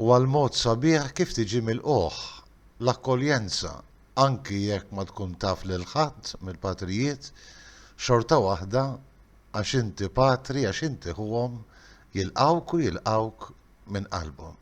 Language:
Maltese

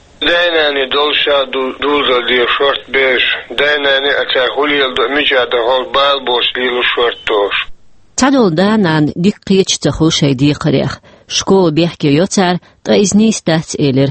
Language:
Chechen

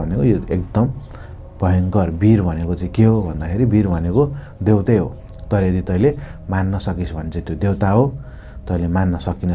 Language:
Nepali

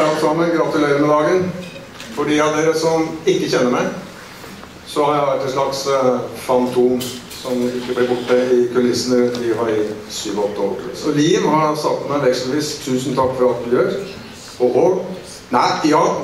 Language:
Norwegian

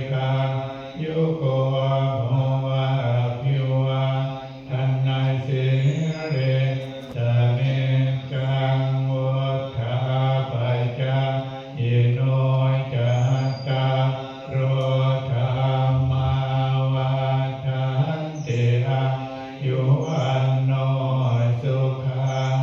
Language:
Pali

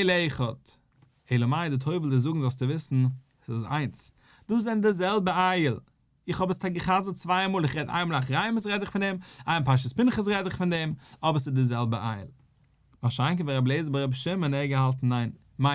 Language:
Yiddish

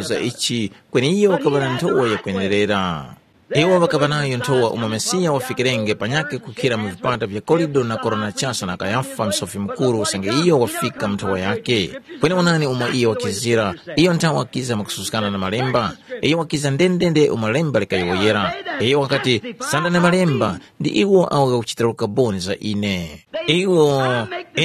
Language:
Tumbuka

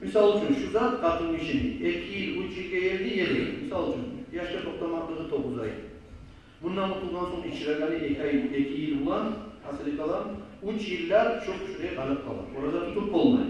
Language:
Kumyk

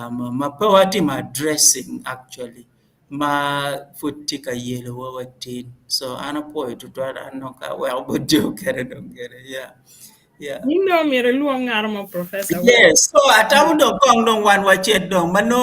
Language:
Acoli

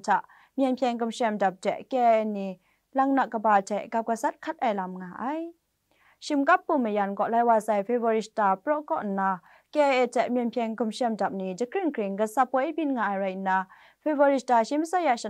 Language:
Kachin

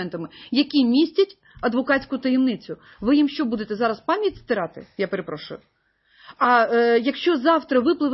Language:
Ukrainian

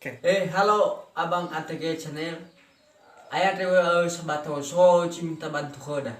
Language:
Nias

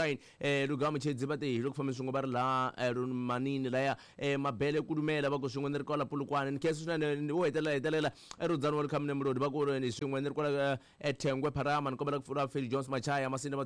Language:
Tsonga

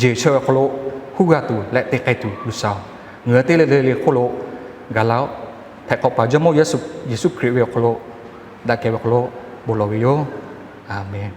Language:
Lahu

